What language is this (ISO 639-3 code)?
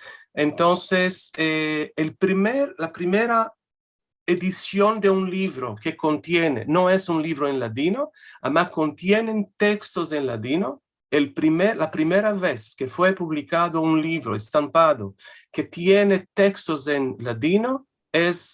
lad